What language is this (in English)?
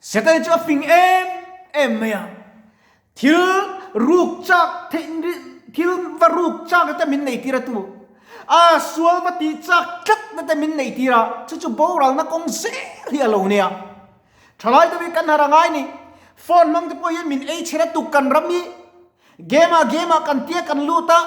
Mizo